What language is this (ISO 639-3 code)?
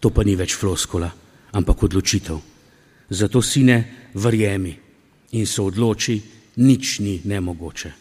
slv